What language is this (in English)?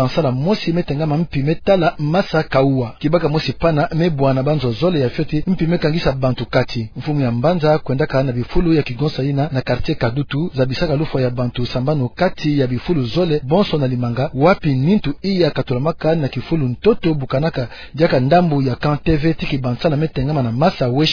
Kituba (Democratic Republic of Congo)